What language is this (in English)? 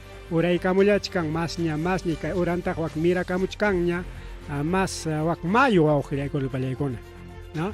Ayacucho Quechua